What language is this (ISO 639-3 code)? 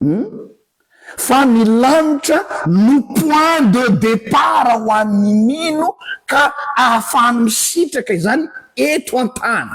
mlg